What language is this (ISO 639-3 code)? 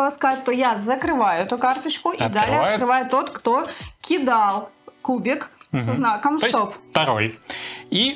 rus